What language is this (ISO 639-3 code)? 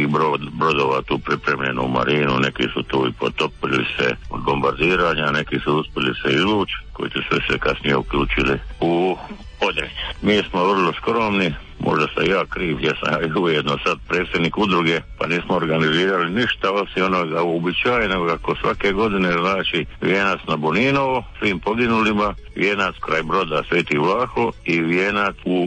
hrv